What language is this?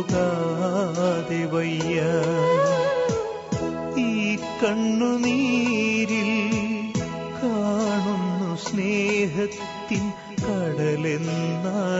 Malayalam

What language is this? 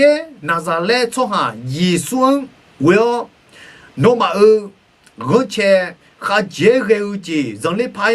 Akha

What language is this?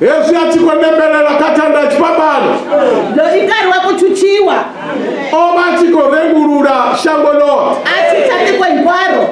Venda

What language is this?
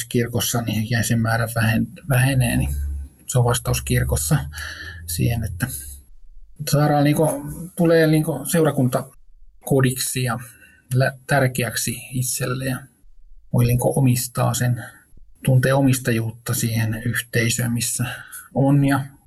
Finnish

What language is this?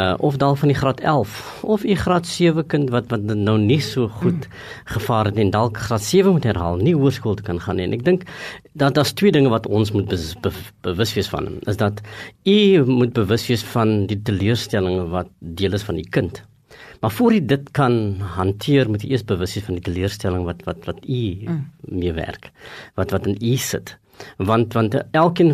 Afrikaans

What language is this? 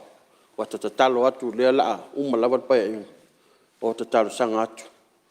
Samoan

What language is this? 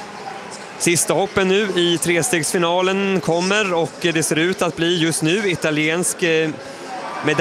Swedish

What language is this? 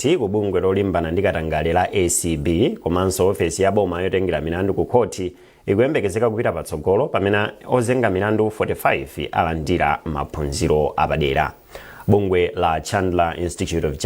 Nyanja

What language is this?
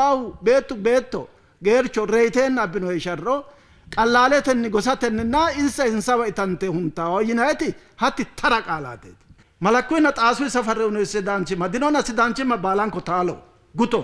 Sidamo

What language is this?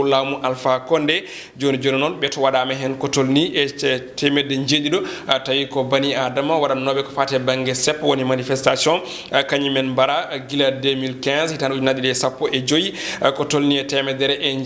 Fula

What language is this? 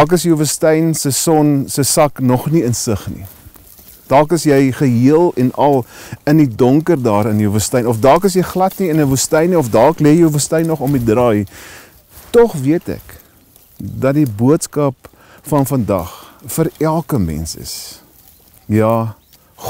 Afrikaans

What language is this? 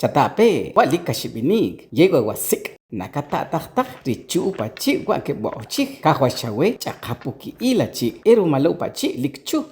Achi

